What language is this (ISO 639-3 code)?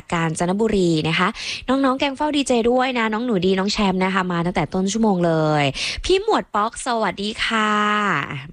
tha